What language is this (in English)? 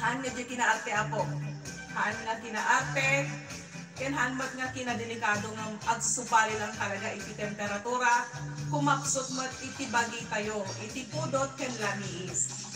Iloko